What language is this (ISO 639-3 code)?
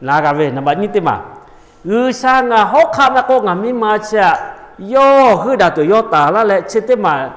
lhu